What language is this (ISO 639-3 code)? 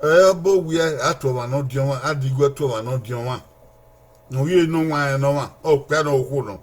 bin